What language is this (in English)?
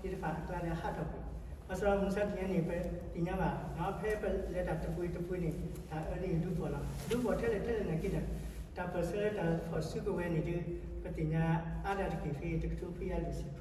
S'gaw Karen